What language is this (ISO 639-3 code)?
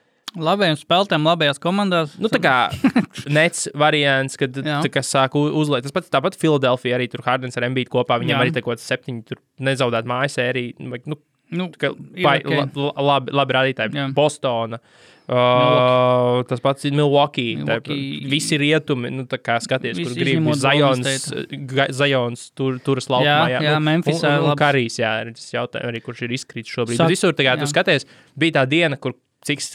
lav